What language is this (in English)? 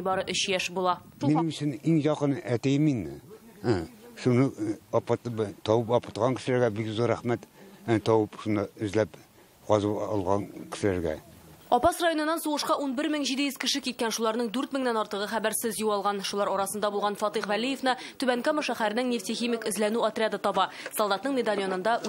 Tatar